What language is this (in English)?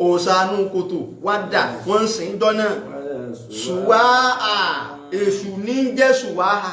Yoruba